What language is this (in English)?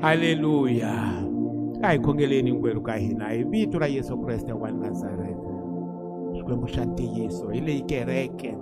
Tsonga